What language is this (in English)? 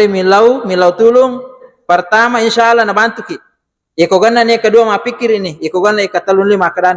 Buginese